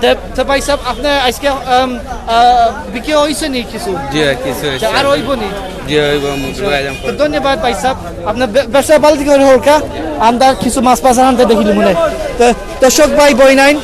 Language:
Sylheti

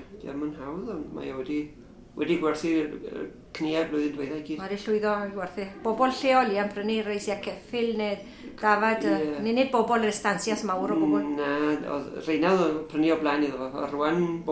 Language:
Welsh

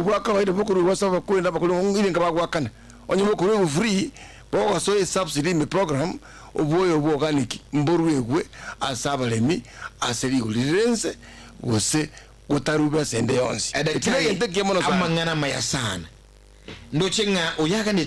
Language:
Gusii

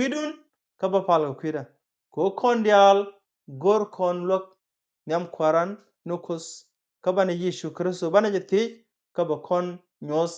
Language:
Nuer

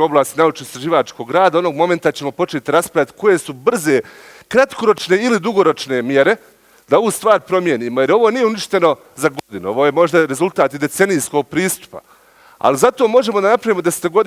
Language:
Bosnian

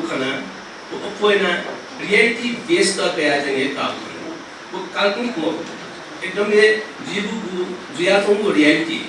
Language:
Newari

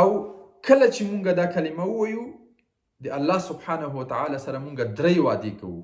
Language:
Pashto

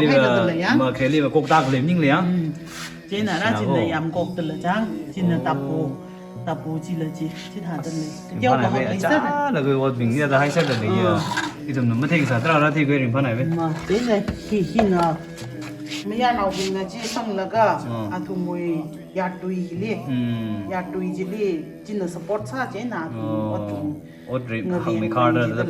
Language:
Tangkhul Naga (India)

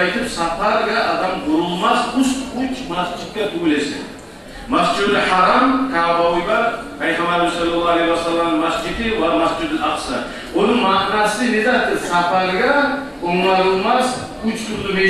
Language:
Kumyk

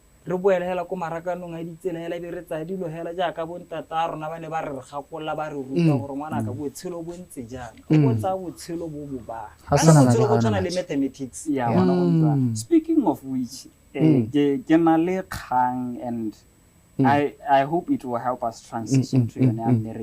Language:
Tswana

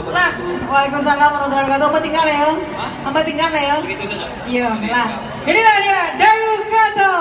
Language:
Minangkabau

